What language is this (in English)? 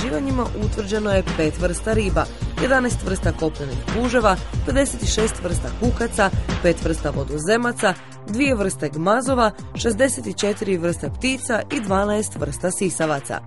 Croatian